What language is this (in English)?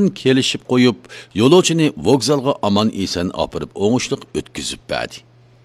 Uyghur